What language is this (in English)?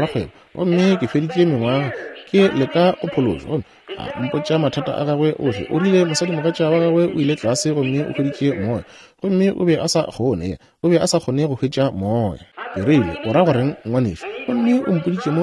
Northern Sotho